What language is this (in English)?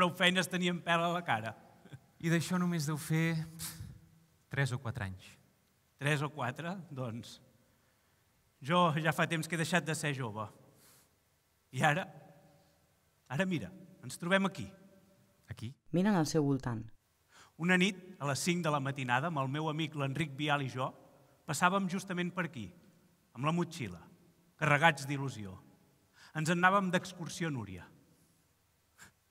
Catalan